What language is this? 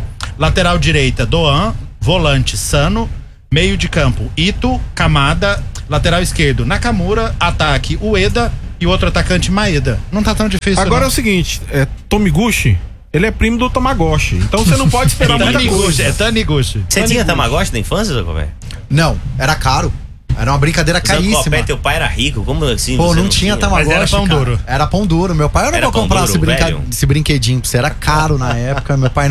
Portuguese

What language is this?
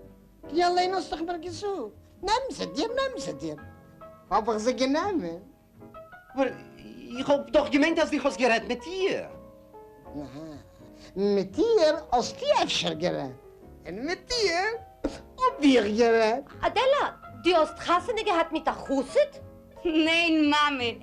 Yiddish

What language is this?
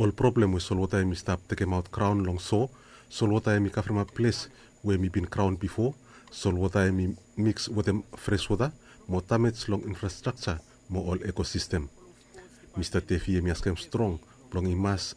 Bislama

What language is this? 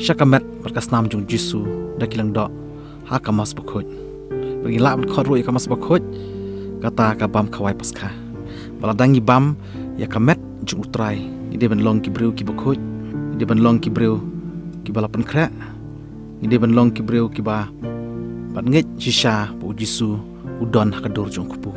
Khasi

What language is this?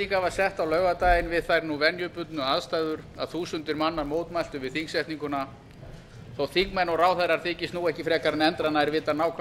Icelandic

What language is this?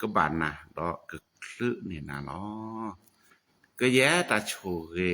S'gaw Karen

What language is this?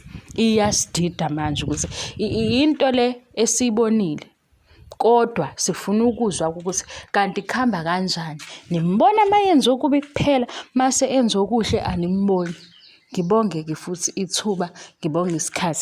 Zulu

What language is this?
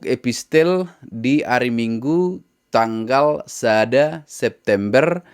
Batak Toba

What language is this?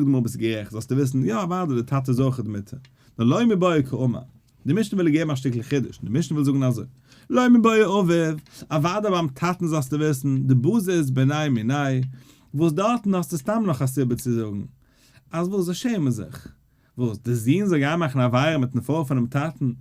Yiddish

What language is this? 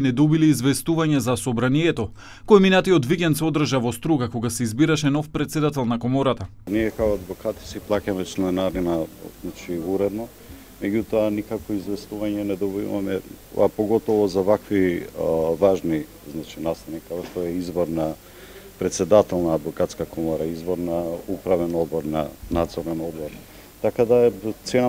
Macedonian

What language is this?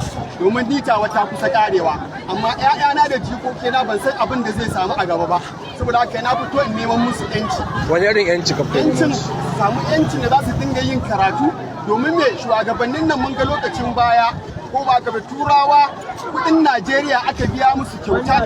Hausa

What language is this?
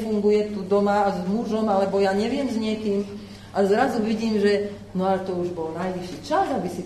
Slovak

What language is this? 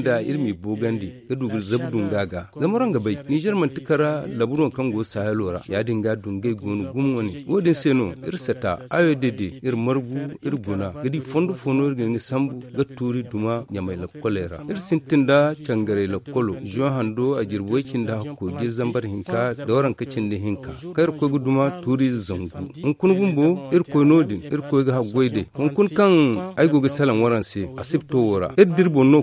Zarma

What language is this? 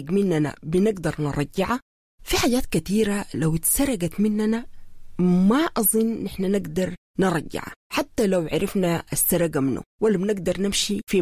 Sudanese Arabic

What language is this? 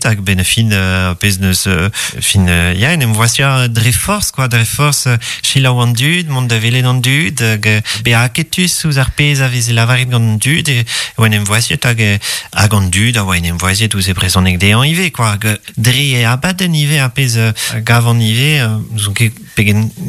Breton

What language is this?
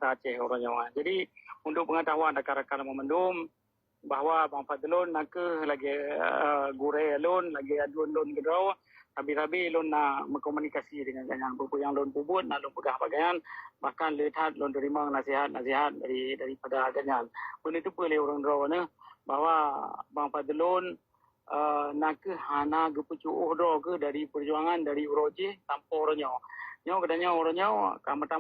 Achinese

